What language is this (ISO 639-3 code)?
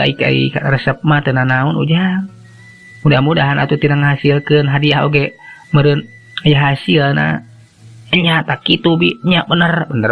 sun